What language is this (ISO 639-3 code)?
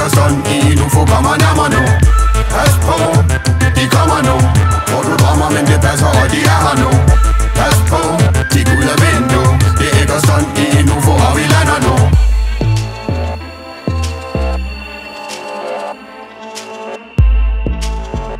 dan